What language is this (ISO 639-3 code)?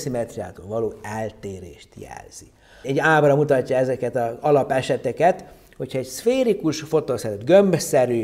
hun